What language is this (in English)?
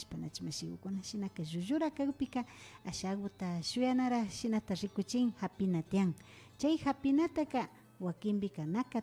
Imbabura Highland Quichua